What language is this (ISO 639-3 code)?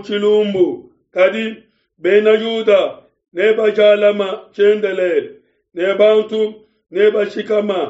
lua